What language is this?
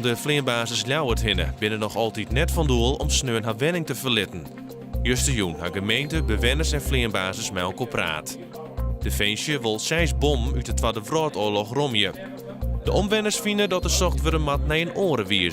Western Frisian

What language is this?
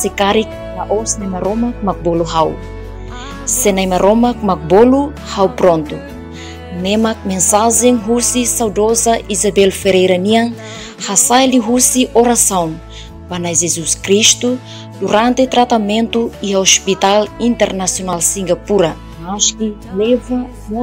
Tetum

